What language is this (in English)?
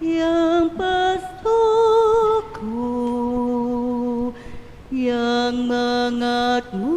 Pampanga